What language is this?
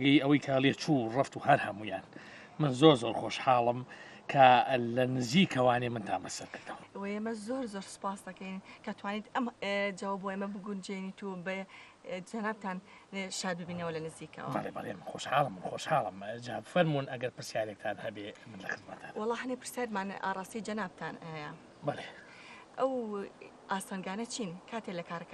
Central Kurdish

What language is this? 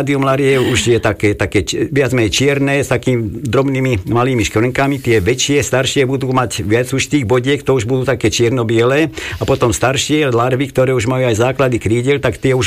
Slovak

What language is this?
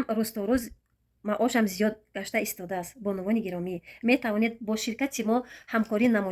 Tajik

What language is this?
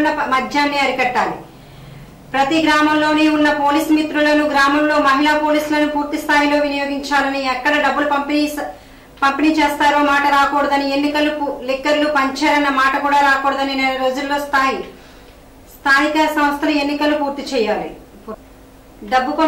Telugu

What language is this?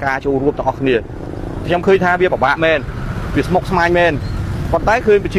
Khmer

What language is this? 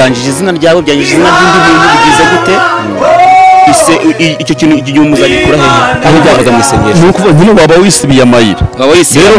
Kinyarwanda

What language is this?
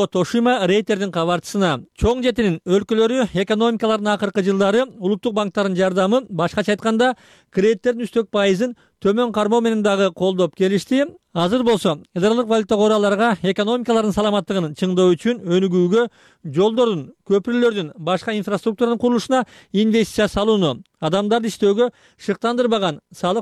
Kyrgyz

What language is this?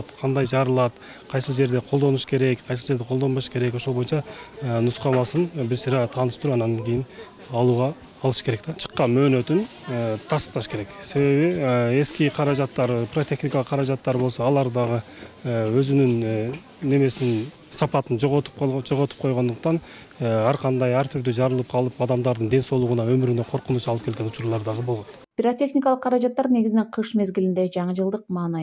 Kyrgyz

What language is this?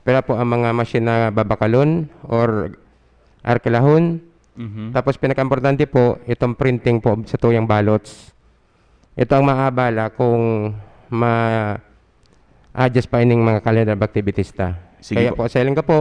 Bikol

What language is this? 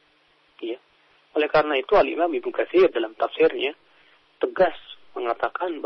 Indonesian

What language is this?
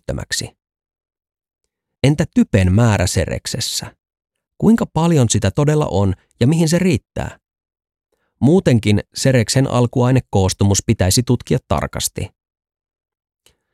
Finnish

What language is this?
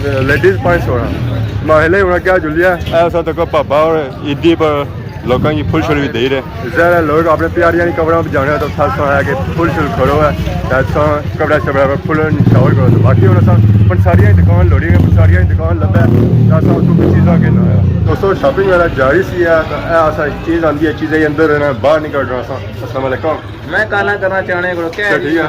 Pahari-Potwari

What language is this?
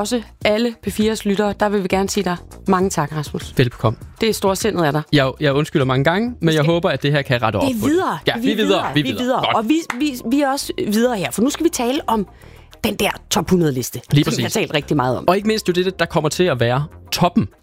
Danish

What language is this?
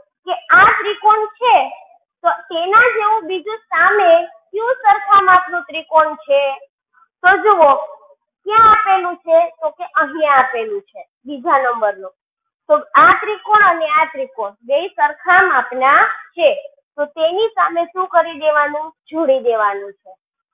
Gujarati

